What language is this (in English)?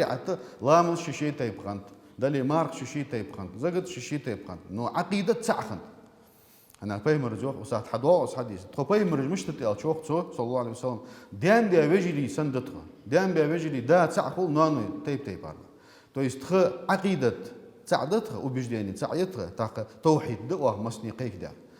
Ingush